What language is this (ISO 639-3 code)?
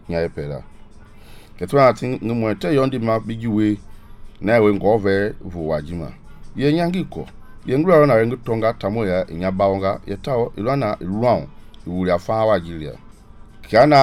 men